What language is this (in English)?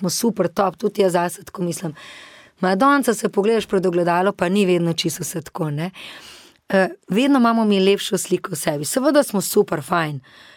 Slovenian